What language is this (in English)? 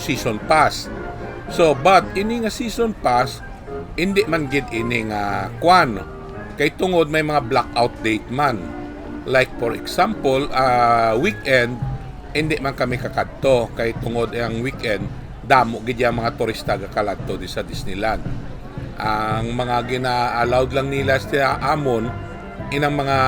Hiligaynon